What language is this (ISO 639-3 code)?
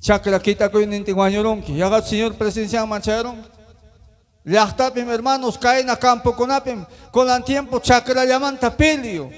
quy